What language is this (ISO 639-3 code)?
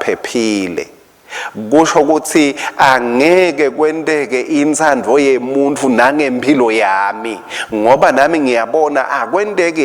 ssw